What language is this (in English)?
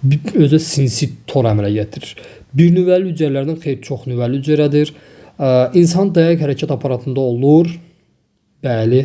Azerbaijani